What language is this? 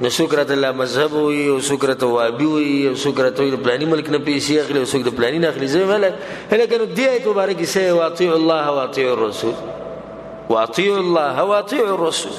Pashto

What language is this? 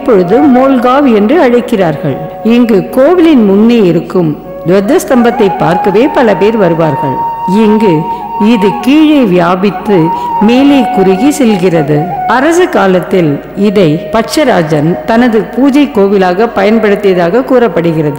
Tamil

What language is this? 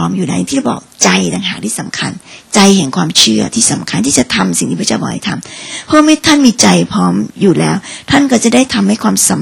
Thai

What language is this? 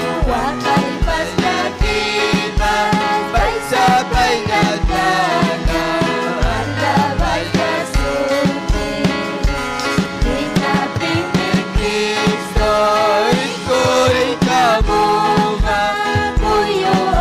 Ayacucho Quechua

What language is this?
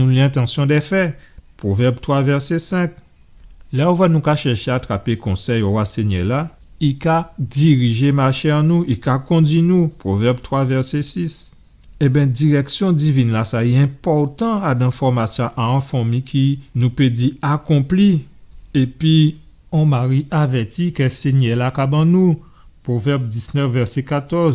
Guadeloupean Creole French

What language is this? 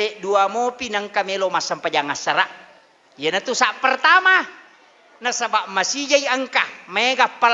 Buginese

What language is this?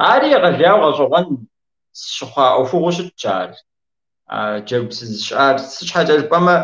Kabardian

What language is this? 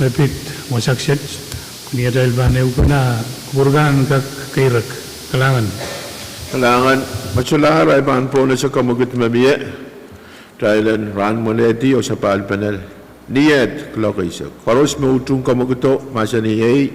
Pohnpeian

